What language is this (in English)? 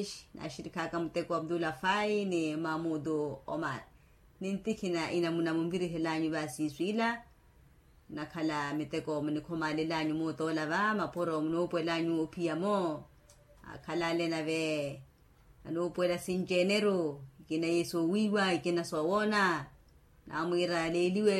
Makhuwa